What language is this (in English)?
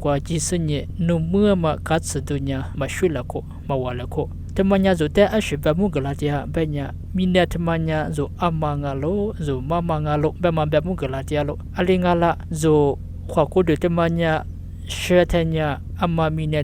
Lisu